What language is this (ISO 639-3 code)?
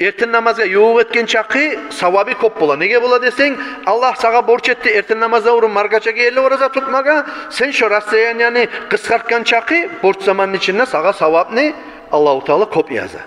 kum